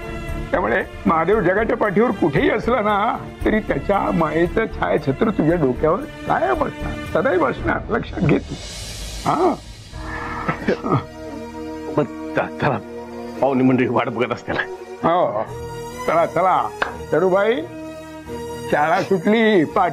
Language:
Marathi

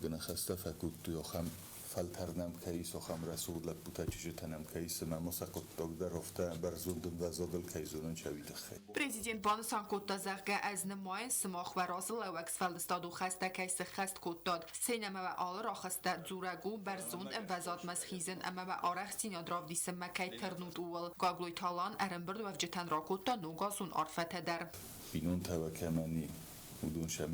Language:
Ossetic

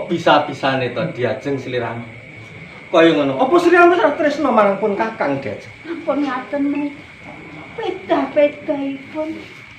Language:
Javanese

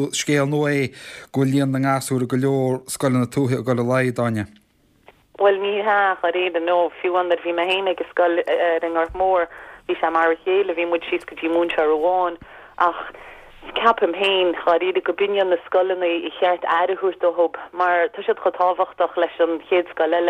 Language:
Irish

